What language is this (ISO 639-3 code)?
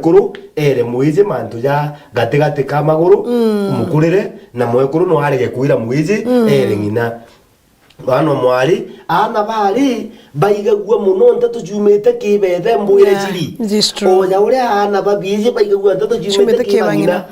mer